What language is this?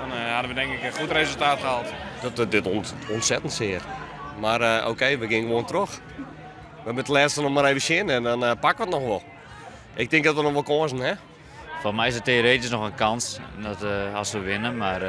Western Frisian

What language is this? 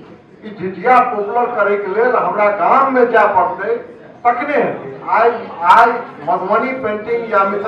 Maithili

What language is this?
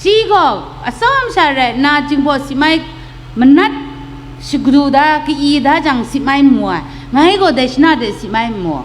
Kachin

